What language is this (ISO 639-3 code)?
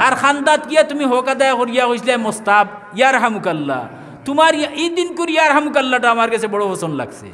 syl